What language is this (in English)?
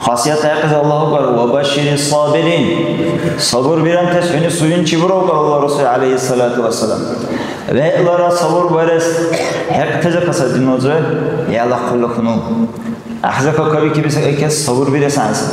Dargwa